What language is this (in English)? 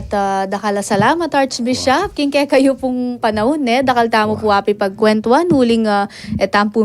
Pampanga